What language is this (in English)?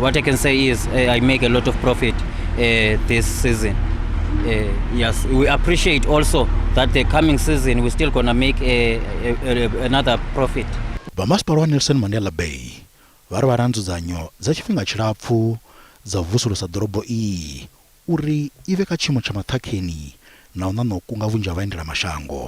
Venda